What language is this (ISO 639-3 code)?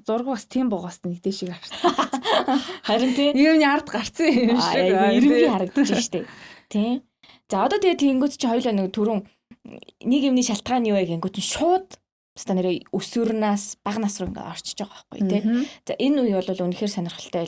mon